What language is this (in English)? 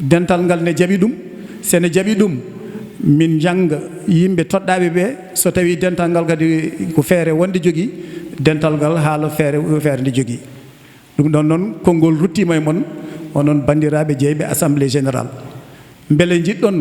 Fula